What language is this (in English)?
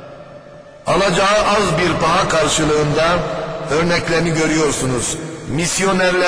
Turkish